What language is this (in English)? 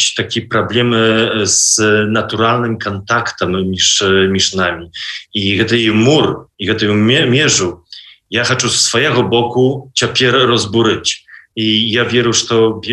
Belarusian